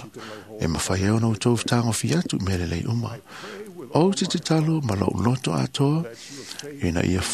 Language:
Samoan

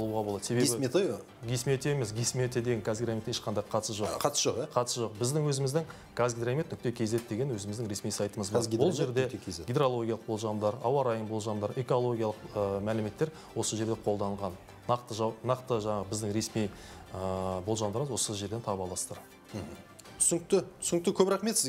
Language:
Kazakh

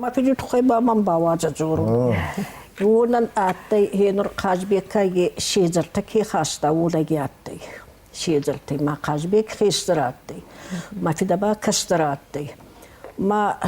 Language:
Ossetic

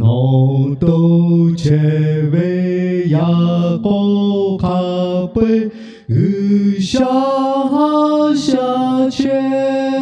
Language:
Lahu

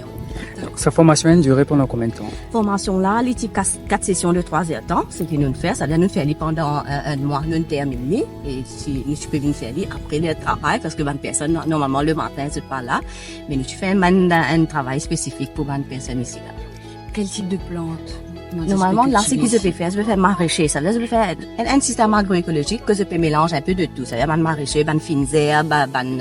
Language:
Morisyen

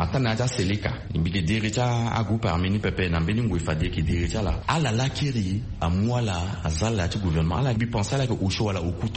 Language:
Sango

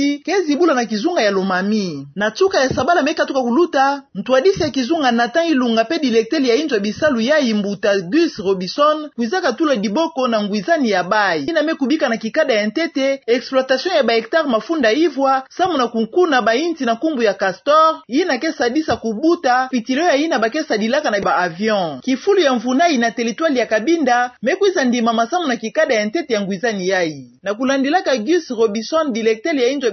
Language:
Kituba (Democratic Republic of Congo)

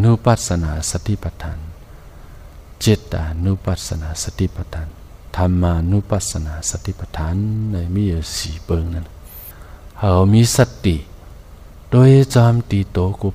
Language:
Shan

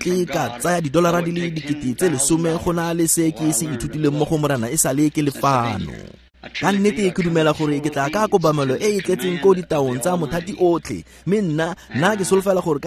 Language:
Tswana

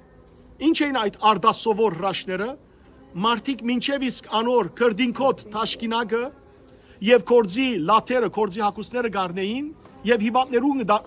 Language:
Western Armenian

